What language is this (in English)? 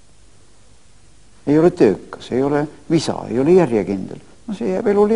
Estonian